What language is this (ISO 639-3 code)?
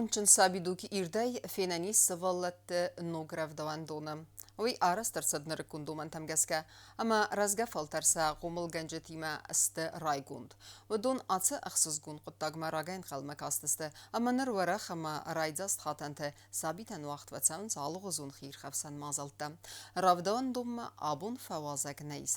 oss